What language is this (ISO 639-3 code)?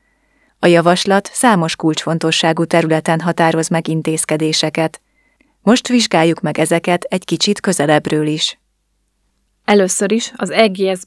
hun